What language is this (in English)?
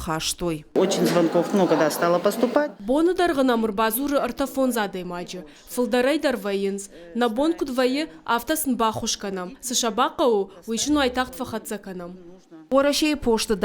Ossetic